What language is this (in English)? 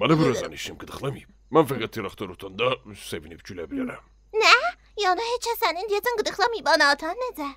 South Azerbaijani